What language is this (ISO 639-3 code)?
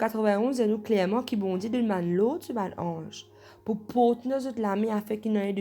mfe